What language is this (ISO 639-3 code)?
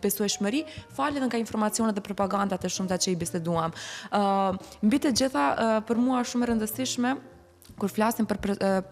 sqi